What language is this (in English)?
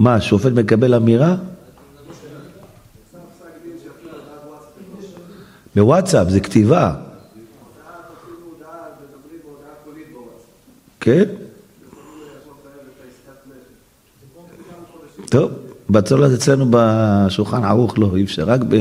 Hebrew